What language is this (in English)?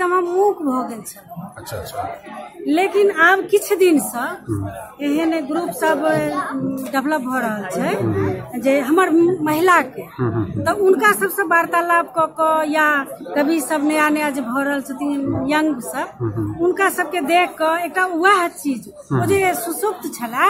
Maithili